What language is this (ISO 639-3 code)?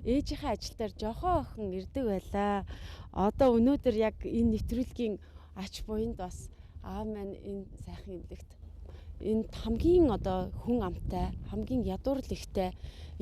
mon